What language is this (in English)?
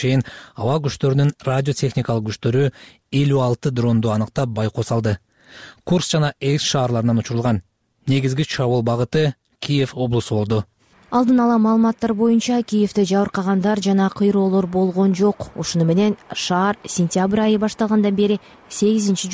Kyrgyz